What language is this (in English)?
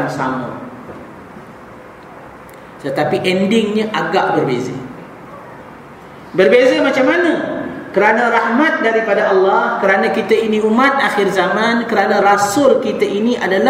Malay